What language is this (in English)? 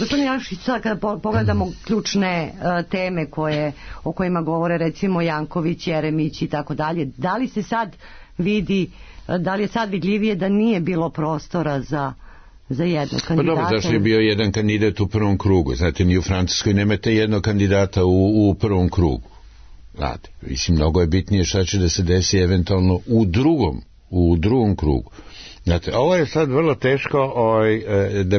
Serbian